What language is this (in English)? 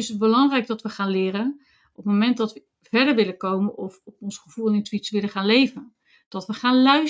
Dutch